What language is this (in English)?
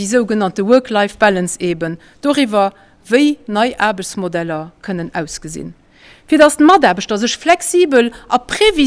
Luxembourgish